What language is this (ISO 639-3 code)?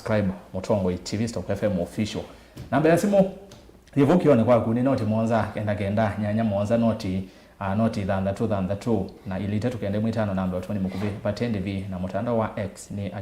kam